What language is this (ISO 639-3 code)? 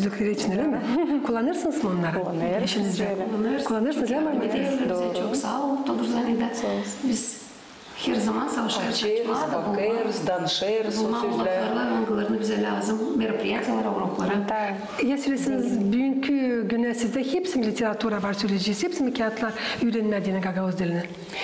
gag